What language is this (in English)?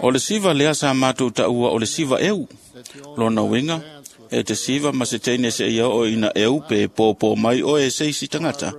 Samoan